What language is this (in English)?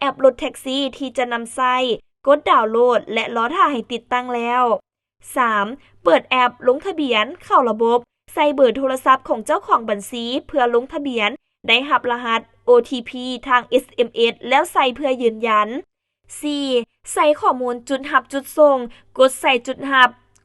Lao